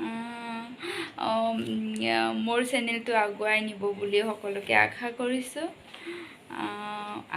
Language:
Assamese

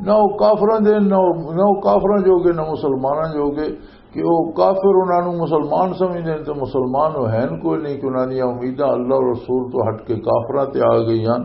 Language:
Western Panjabi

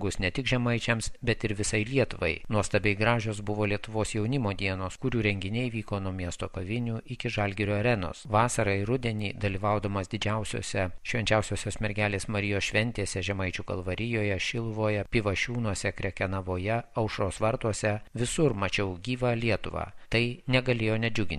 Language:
Lithuanian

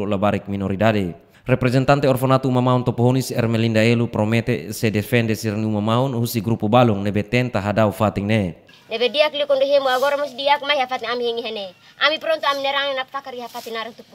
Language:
Tetum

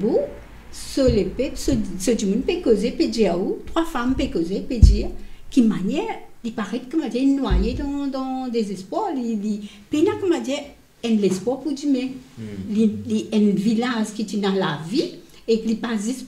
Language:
Morisyen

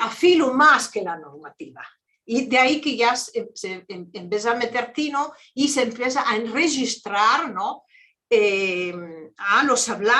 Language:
Ladino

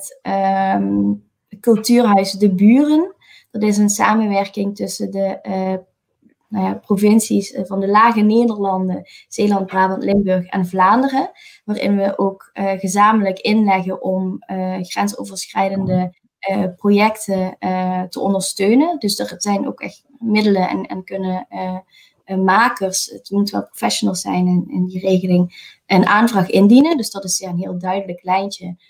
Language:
Dutch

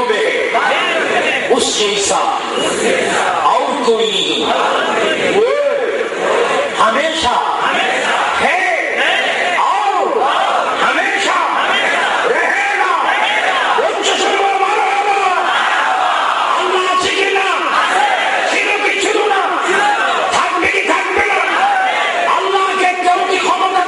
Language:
Bangla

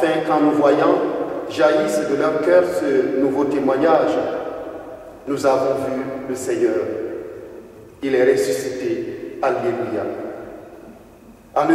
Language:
French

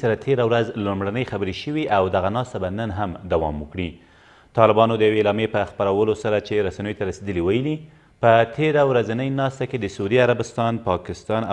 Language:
Pashto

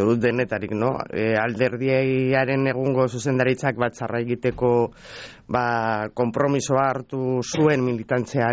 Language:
Basque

